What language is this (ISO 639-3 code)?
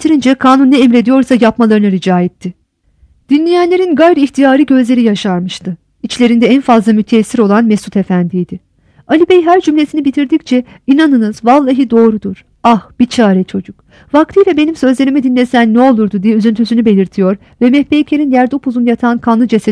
tur